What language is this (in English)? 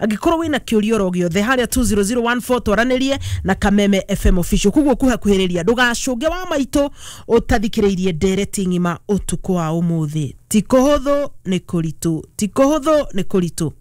Kikuyu